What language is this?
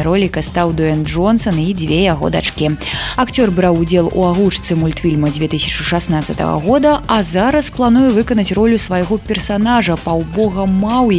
Belarusian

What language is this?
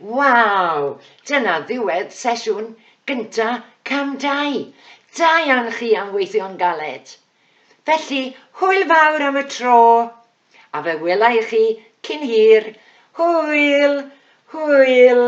Welsh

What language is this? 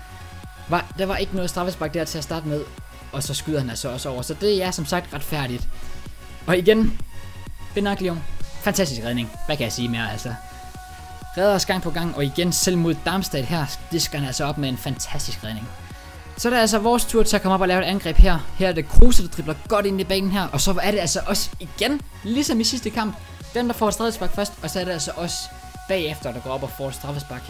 Danish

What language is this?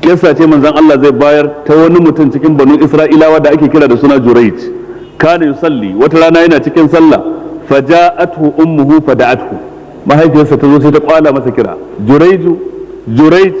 Hausa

